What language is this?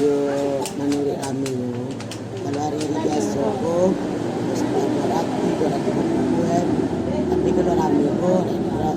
Minangkabau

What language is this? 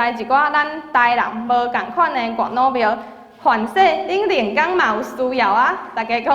Min Nan Chinese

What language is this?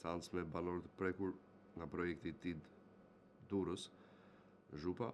Albanian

